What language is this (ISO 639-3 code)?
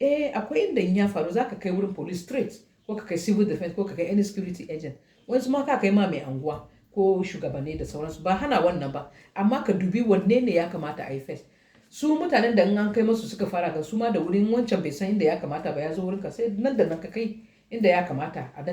hau